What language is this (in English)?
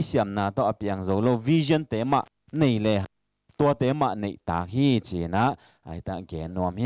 Tedim Chin